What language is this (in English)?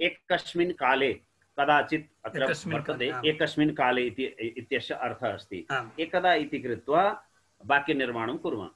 Sanskrit